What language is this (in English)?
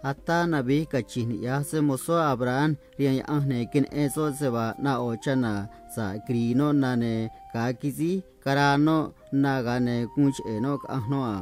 Copala Triqui